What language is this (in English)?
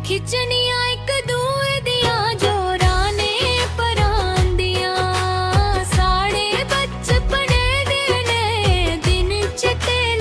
Dogri